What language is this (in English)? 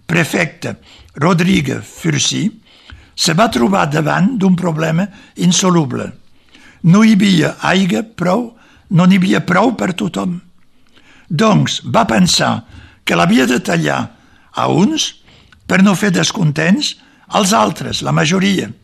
Catalan